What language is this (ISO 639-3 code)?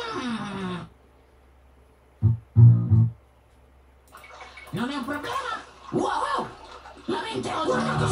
ita